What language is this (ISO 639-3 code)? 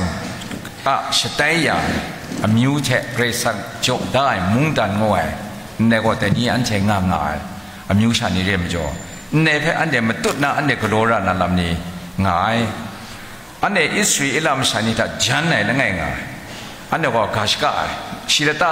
kac